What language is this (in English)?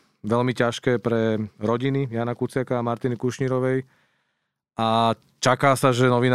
Slovak